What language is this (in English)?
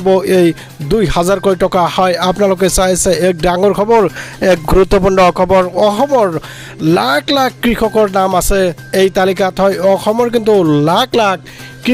Assamese